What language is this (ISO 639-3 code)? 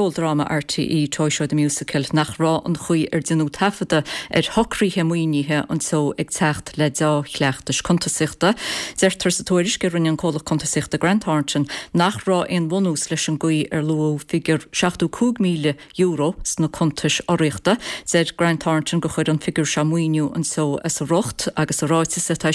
gle